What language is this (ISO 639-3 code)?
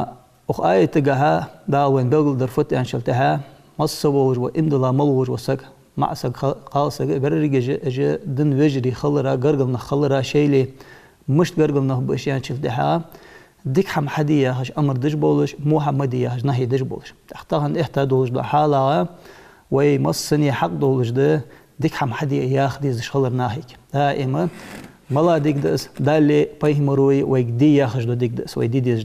inh